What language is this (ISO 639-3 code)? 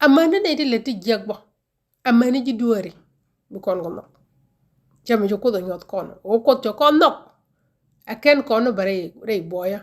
nus